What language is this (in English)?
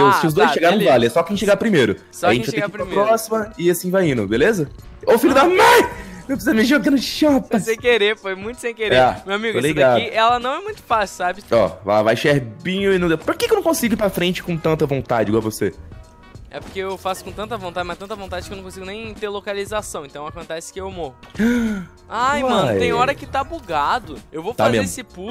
Portuguese